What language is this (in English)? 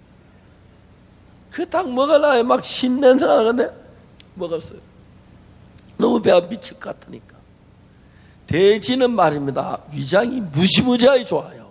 Korean